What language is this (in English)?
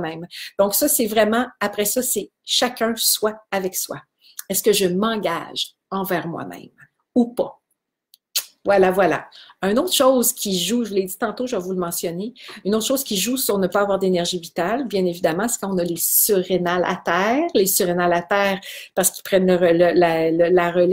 French